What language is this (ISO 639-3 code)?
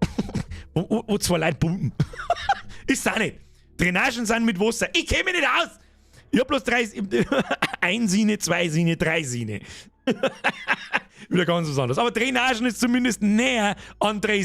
bar